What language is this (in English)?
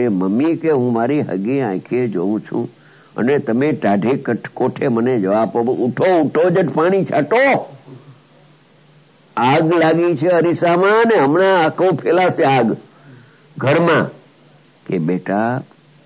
Gujarati